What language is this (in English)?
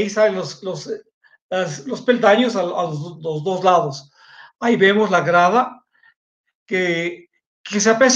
Spanish